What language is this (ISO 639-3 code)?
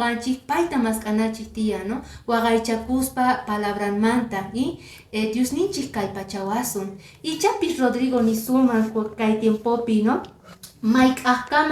que